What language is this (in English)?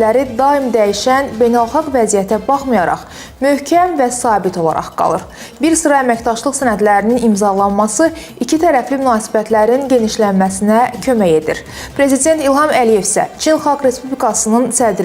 Azerbaijani